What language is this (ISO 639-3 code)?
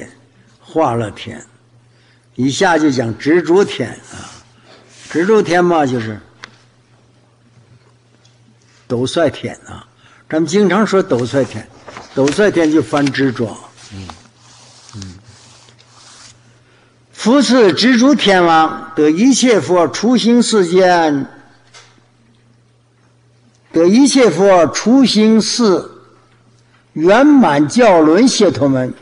zho